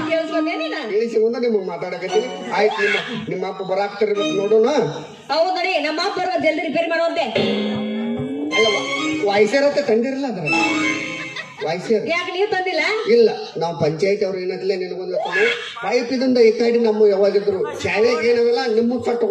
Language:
Kannada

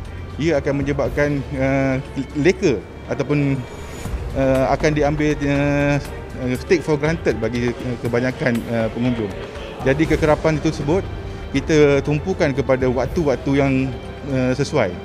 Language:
Malay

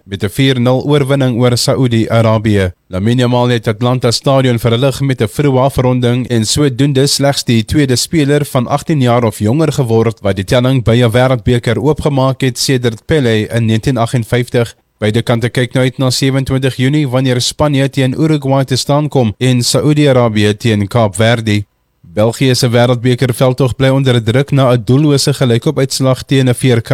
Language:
Afrikaans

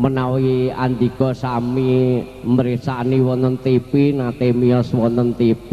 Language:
Javanese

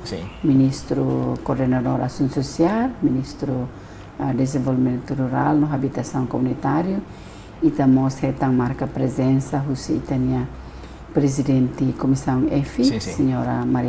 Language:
Tetum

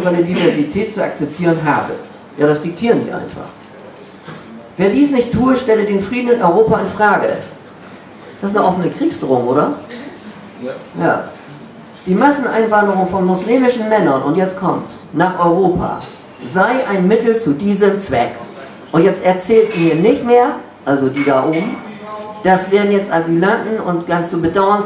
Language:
German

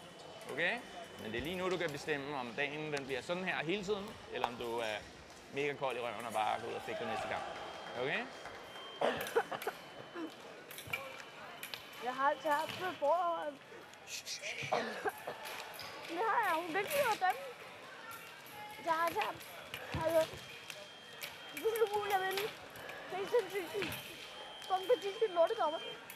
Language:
Danish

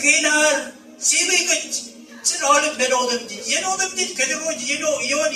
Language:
Marshallese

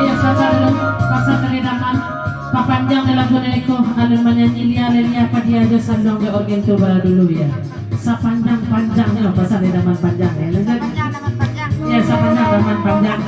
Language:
Minangkabau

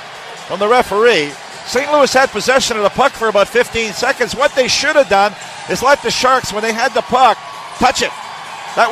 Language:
English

